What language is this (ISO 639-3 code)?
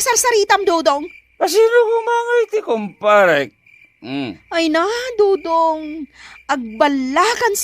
ilo